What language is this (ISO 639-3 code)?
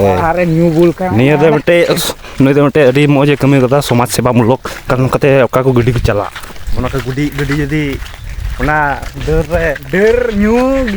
sat